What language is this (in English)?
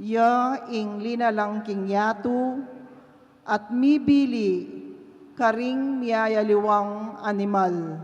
Pampanga